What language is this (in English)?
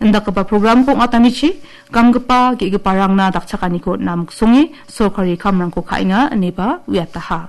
Garo